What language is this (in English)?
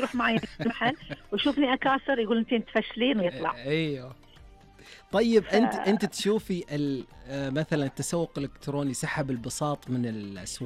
Najdi Arabic